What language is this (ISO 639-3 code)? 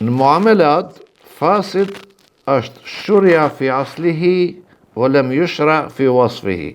sqi